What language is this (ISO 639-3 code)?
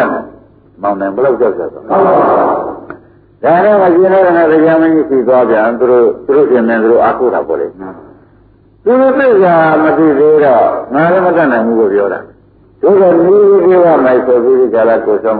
mya